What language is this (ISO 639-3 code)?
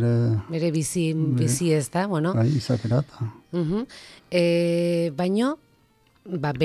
eus